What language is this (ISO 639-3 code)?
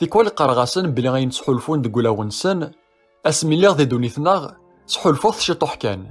kab